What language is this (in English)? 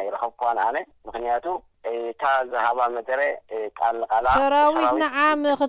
Tigrinya